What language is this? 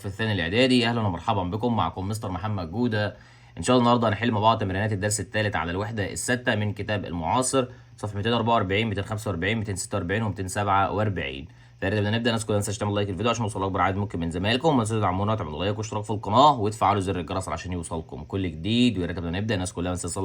Egyptian Arabic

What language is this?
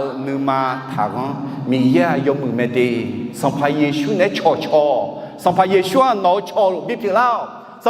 Akha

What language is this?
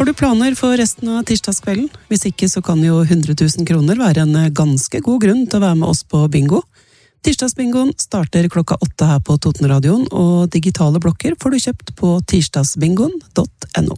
Norwegian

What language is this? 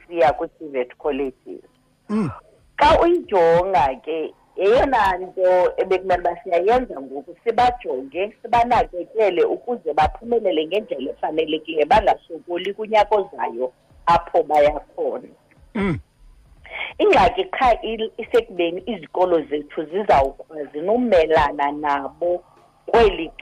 Xhosa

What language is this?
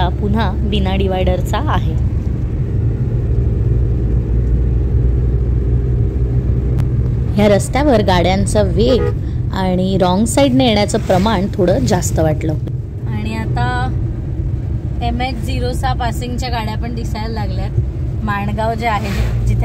Marathi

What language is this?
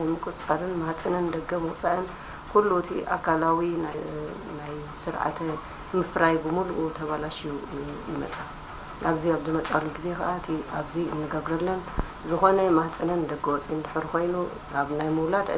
Tigrinya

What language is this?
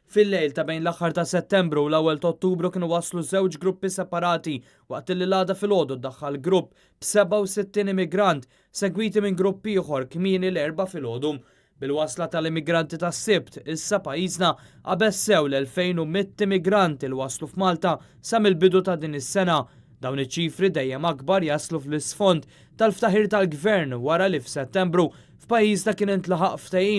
Maltese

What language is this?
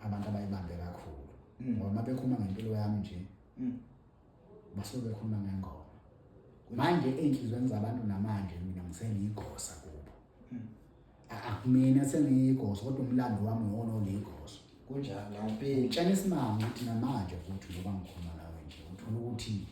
Zulu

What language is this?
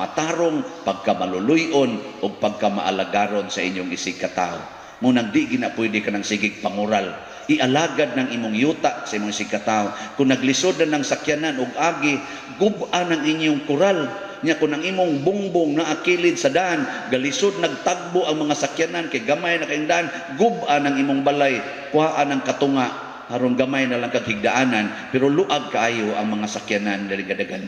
Cebuano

